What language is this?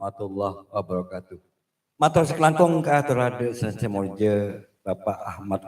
Madurese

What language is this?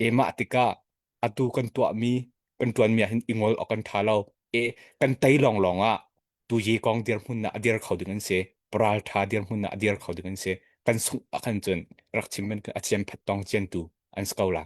Hakha Chin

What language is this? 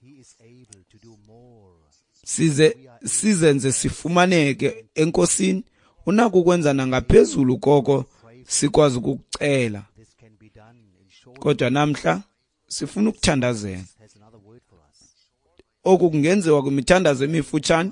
Xhosa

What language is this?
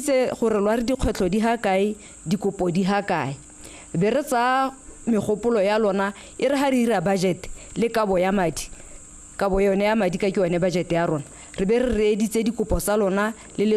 Tswana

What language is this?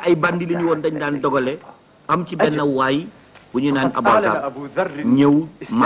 Wolof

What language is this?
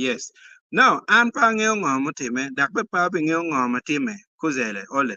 Acoli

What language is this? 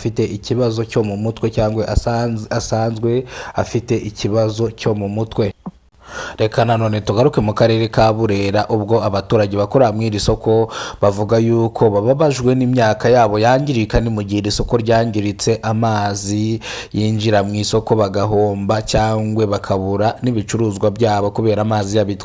Kinyarwanda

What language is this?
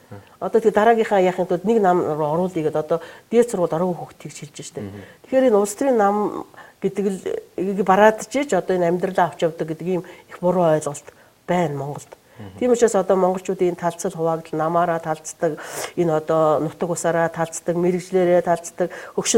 Mongolian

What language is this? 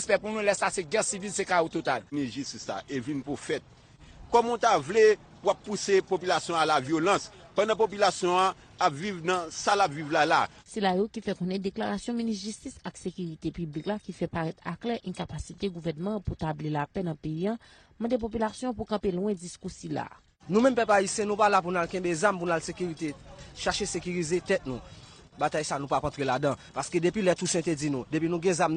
Haitian Creole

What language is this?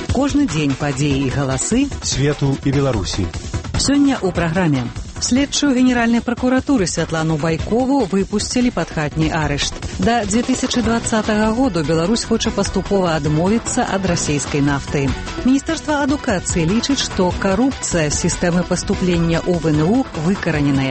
Belarusian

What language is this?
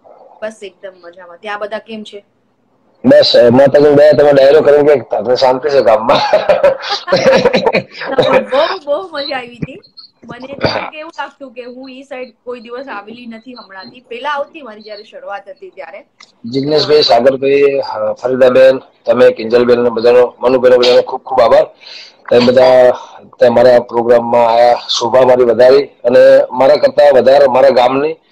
Gujarati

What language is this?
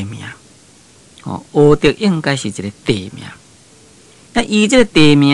Min Nan Chinese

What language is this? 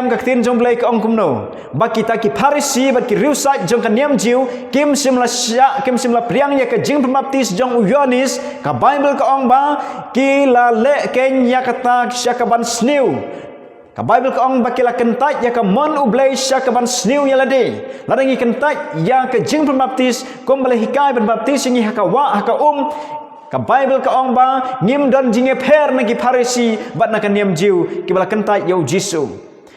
Khasi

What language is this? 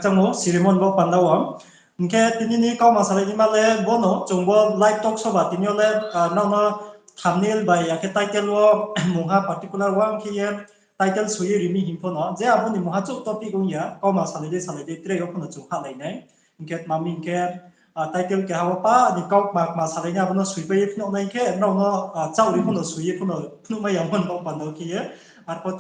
Riang (India)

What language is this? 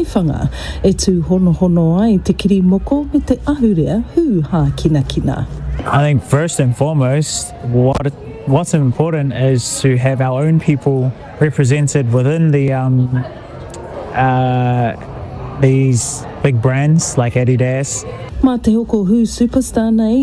Māori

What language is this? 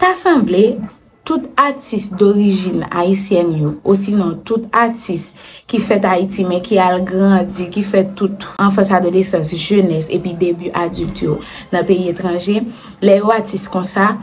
Haitian Creole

